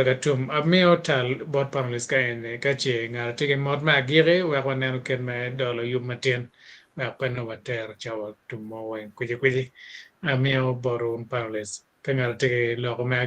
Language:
Acoli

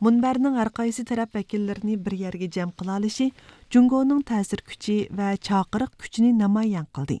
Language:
Uyghur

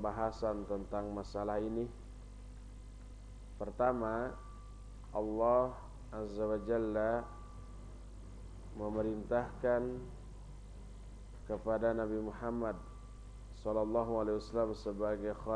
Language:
Indonesian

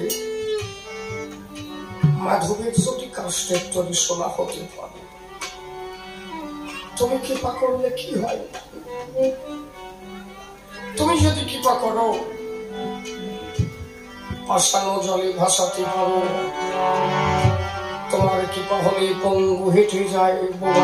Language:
Bangla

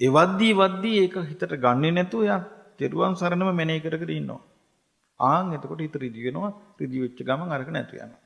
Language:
Sinhala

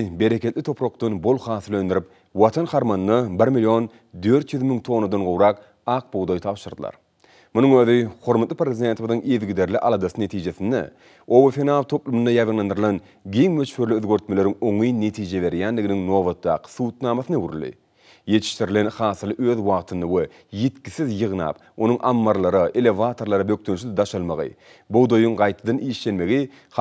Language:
Turkmen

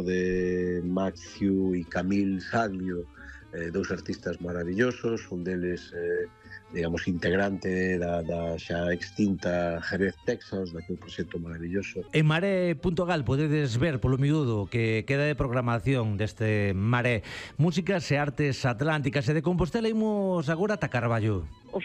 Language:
Galician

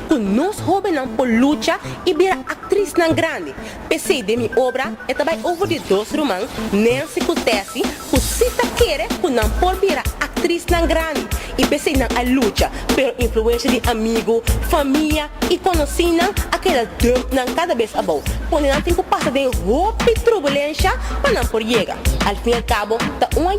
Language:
Papiamento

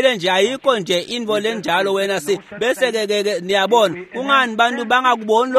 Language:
Swati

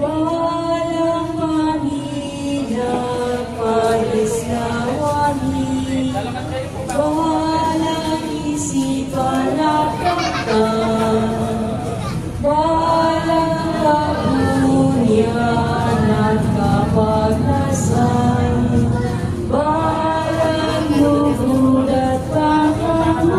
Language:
Pampanga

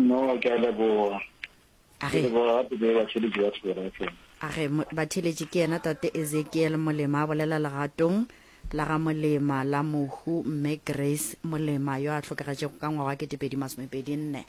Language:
Northern Sotho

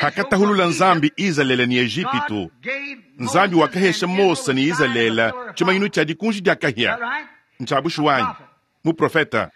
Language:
Luba-Lulua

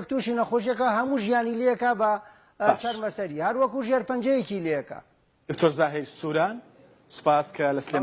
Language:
Central Kurdish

